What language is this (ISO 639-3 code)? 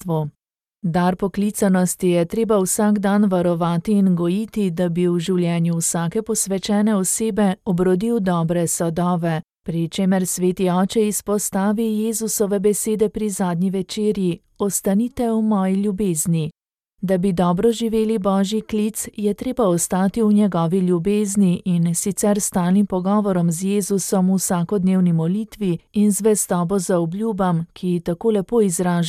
slv